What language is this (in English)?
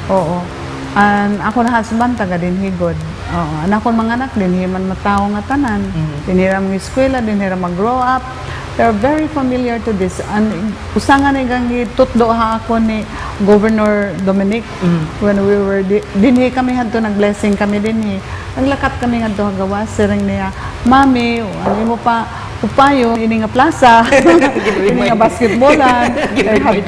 Waray